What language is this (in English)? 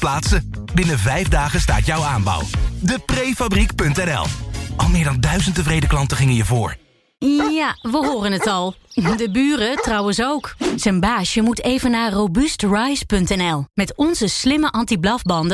Dutch